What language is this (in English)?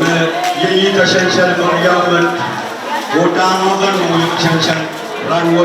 Pohnpeian